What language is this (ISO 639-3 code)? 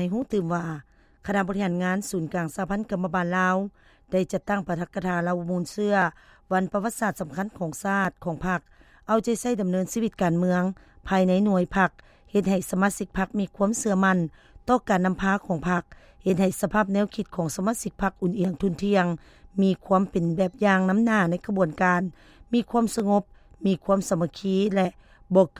lao